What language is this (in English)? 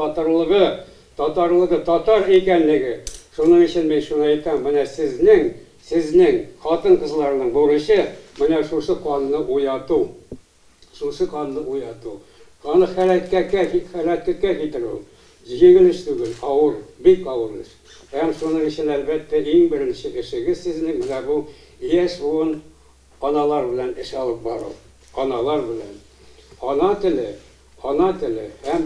Tatar